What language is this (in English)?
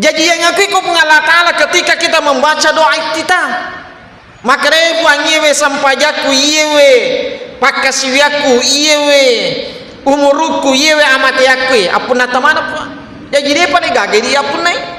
Buginese